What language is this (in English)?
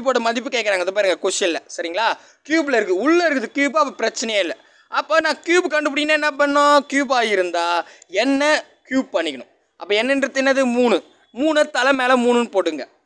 Tamil